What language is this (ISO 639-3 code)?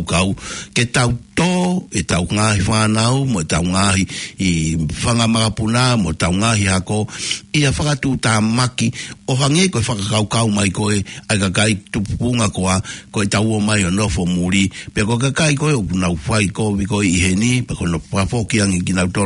ton